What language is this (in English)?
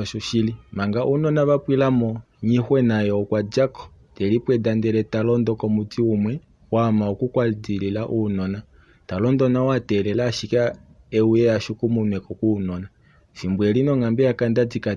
Kuanyama